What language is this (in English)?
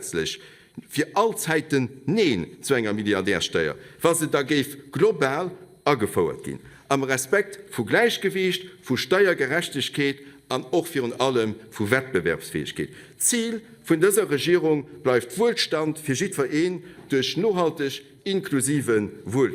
Luxembourgish